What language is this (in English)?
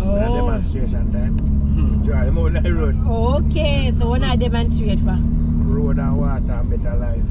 Jamaican Creole English